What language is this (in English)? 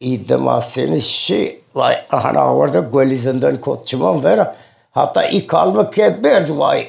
Zaza